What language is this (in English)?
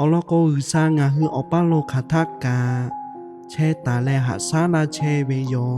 Lahu